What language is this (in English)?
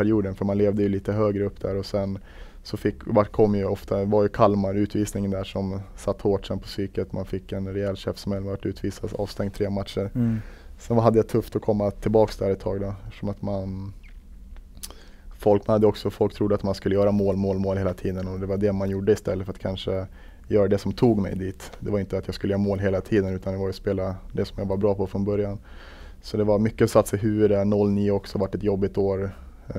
Swedish